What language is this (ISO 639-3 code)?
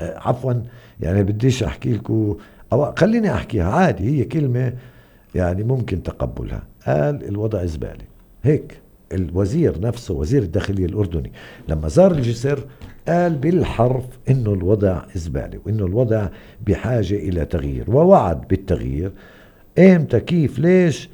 apc